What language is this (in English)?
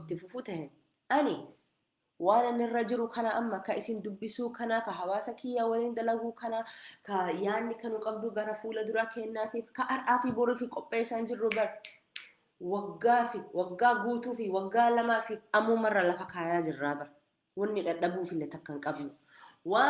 Oromo